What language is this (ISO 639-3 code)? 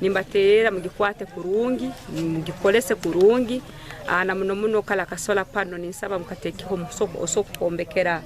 nyn